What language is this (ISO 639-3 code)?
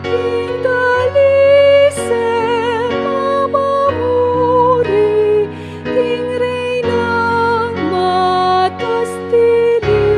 pam